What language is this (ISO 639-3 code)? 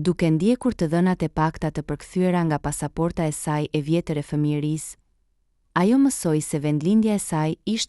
sqi